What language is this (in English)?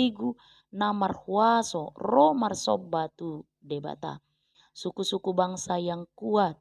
Batak Toba